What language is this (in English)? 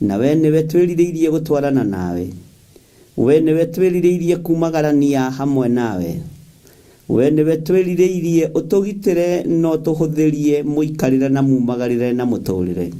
Kikuyu